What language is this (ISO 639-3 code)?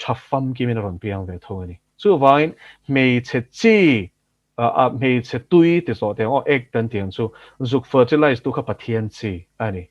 lus